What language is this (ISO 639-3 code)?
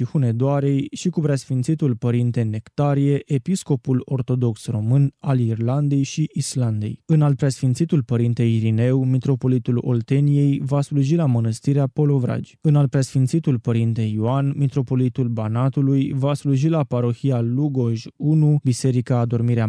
ron